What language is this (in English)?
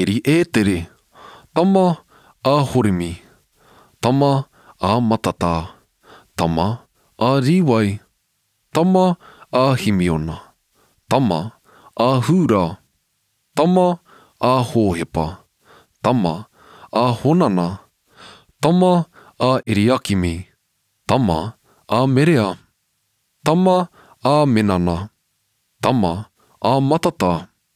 Māori